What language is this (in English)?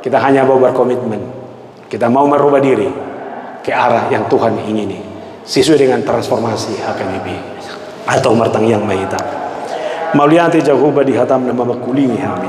Batak Toba